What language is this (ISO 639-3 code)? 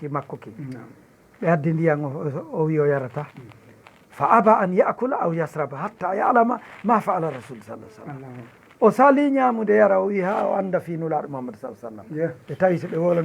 ful